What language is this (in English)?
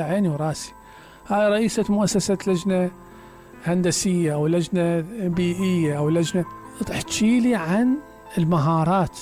Mesopotamian Arabic